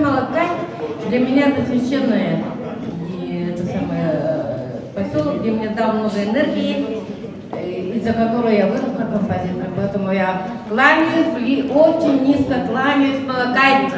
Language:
Yakut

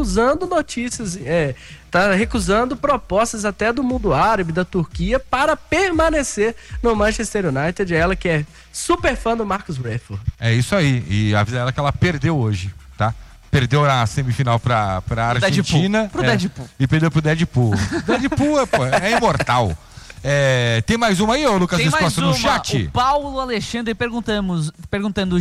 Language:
Portuguese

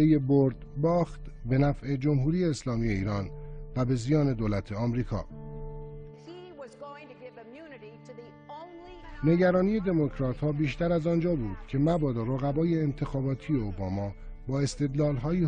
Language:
Persian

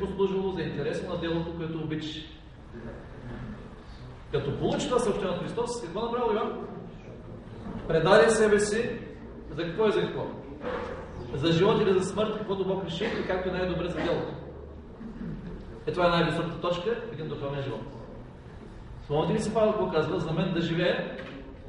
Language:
Bulgarian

